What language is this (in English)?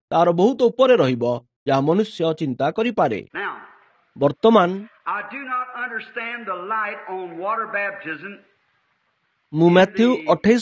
Odia